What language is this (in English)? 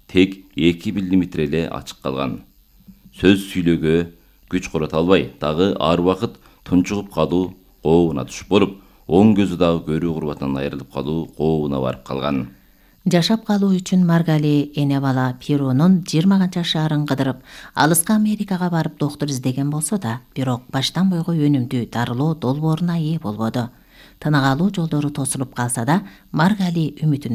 Kyrgyz